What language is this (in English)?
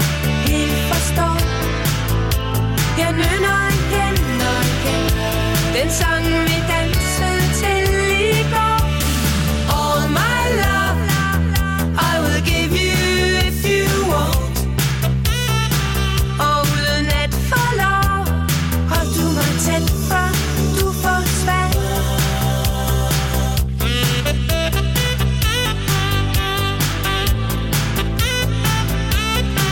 Danish